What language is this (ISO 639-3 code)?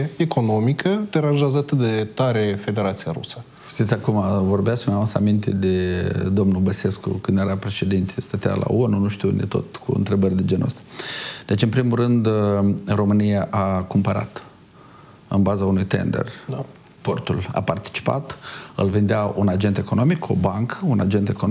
ron